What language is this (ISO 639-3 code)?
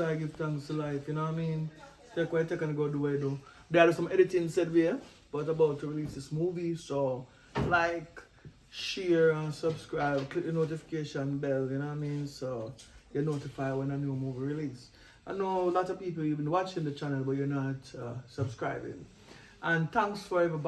jam